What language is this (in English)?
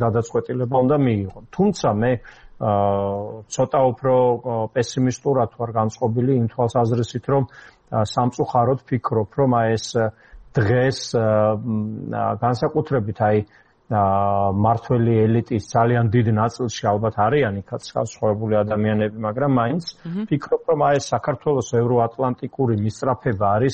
Georgian